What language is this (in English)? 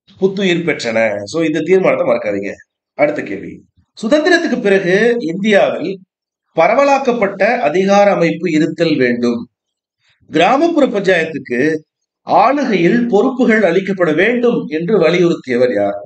Tamil